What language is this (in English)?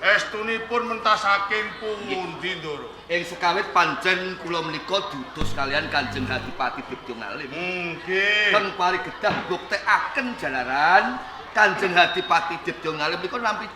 Javanese